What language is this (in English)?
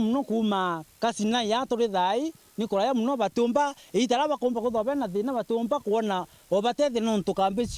Meru